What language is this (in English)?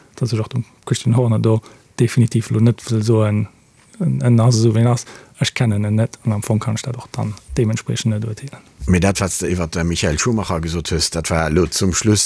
Luxembourgish